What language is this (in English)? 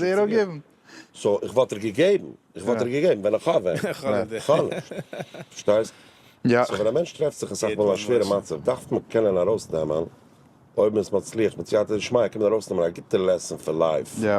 Yiddish